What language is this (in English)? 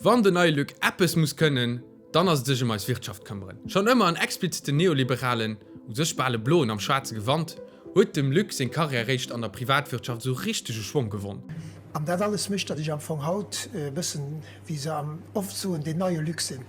Luxembourgish